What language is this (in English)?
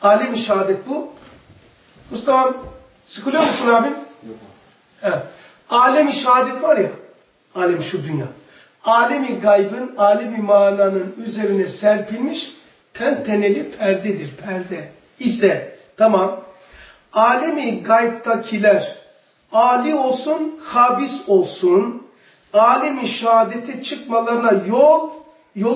Turkish